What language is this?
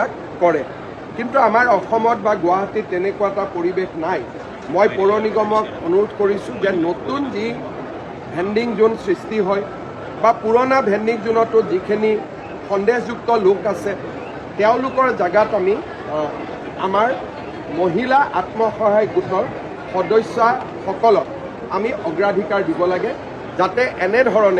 Assamese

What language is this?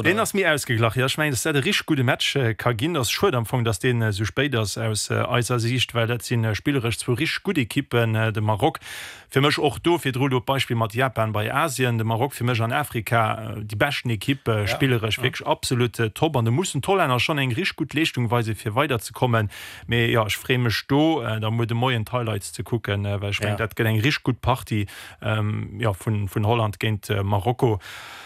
Luxembourgish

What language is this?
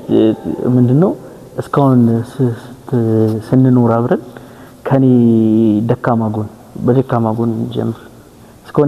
Amharic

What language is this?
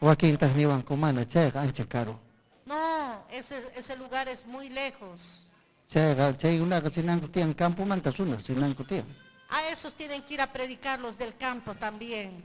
Ayacucho Quechua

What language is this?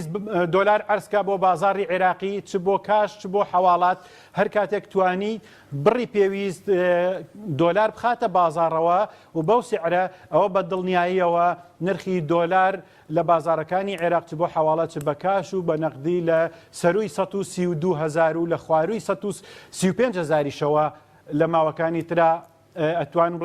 Central Kurdish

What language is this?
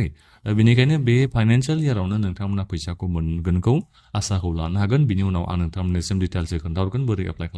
Bodo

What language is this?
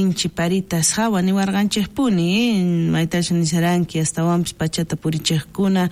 South Bolivian Quechua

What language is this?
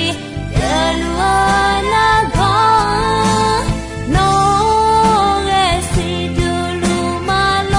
Akha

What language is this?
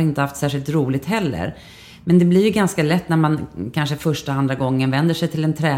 Swedish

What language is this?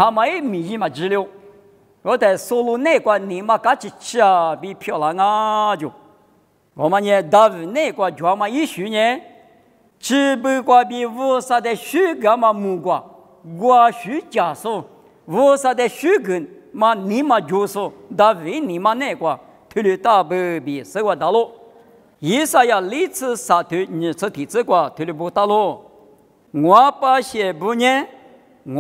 Lisu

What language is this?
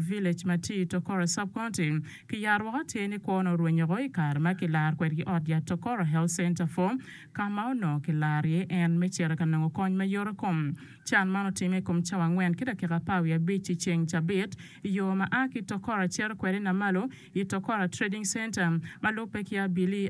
Acoli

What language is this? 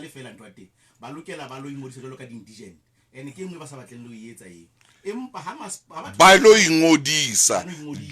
Southern Sotho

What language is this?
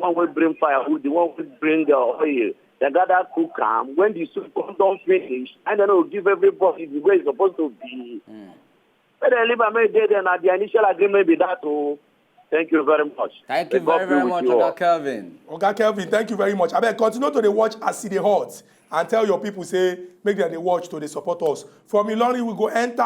Nigerian Pidgin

